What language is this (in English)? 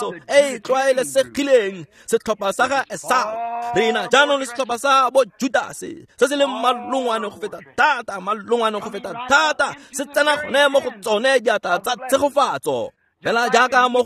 Tswana